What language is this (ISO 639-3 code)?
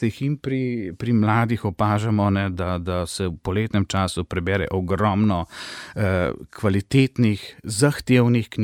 slv